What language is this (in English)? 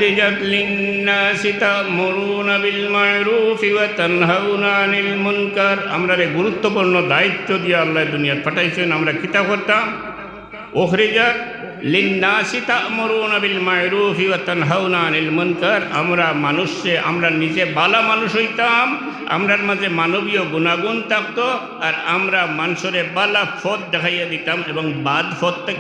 Sylheti